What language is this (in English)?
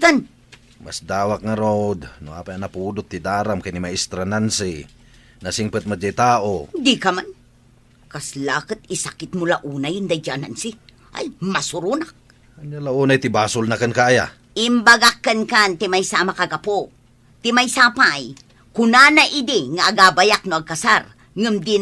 Iloko